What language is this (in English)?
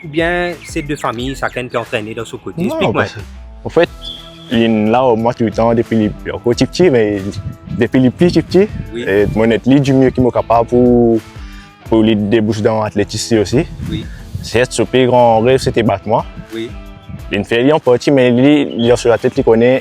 Morisyen